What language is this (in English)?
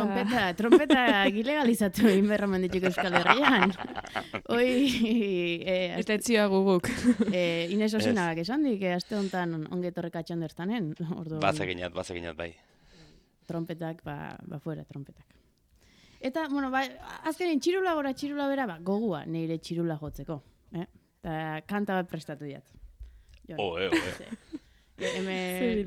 Basque